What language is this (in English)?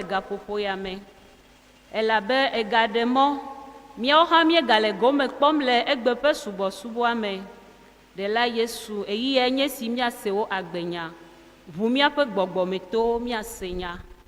Ewe